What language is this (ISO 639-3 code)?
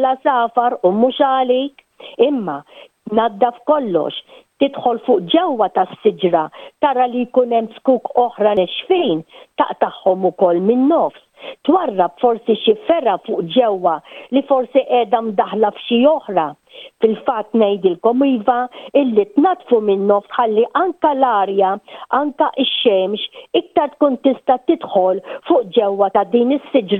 mlt